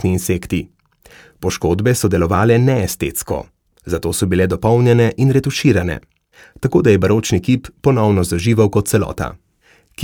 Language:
Slovenian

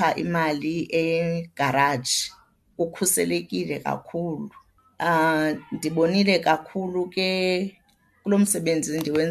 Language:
Xhosa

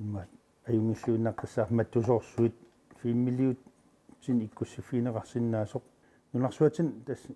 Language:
Kalaallisut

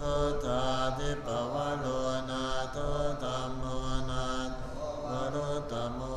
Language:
Pali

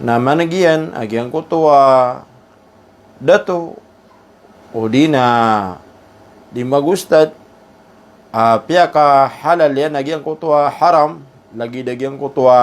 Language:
Maranao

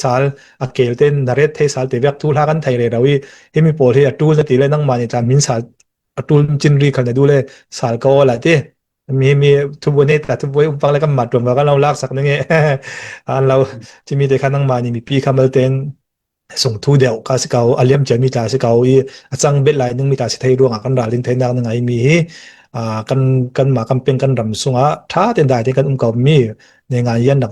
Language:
Falam Chin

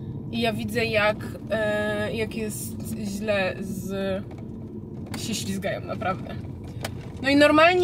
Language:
Polish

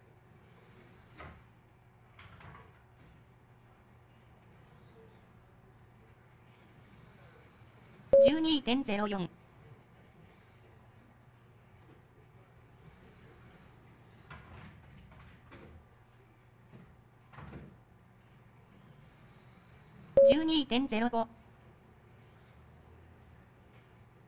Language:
Japanese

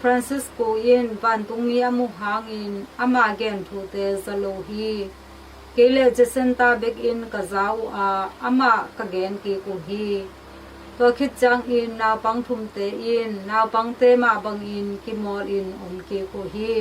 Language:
Tedim Chin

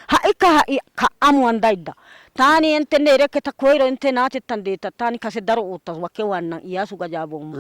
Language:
Wolaytta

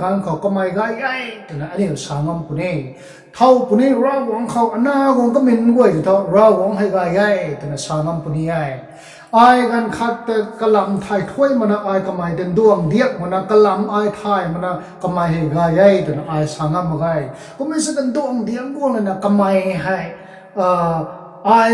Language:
Rongmei Naga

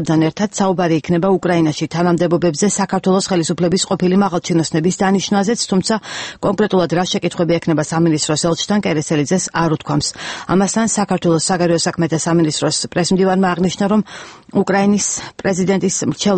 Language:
Georgian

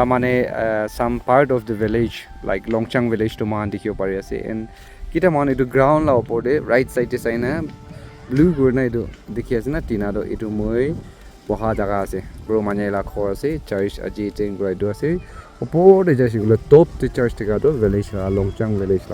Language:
Naga Pidgin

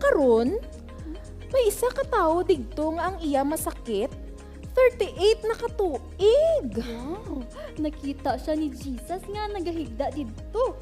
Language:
Hiligaynon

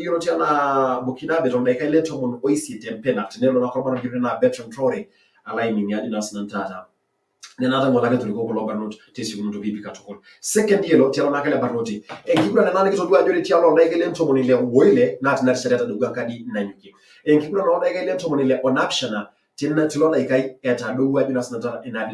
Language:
Masai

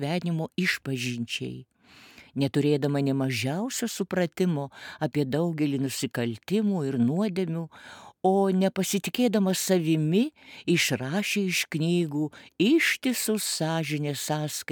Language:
Lithuanian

